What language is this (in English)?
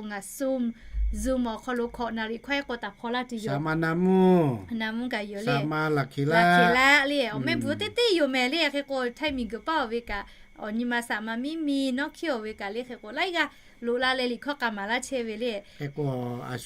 Lahu